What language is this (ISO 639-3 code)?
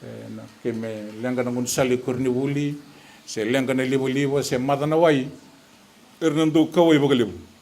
fij